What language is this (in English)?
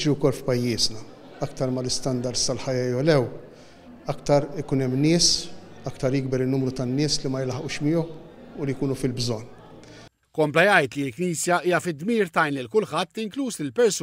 Maltese